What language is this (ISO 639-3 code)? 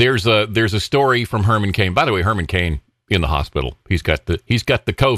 eng